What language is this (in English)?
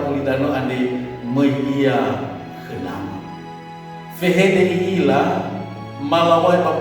Nias